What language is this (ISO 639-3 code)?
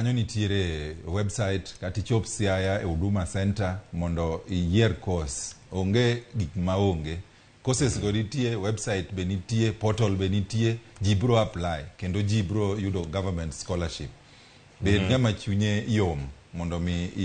luo